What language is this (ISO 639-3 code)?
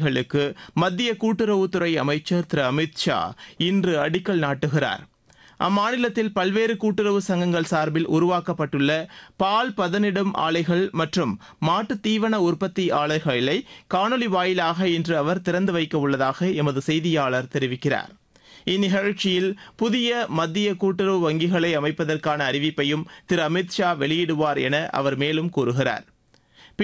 tam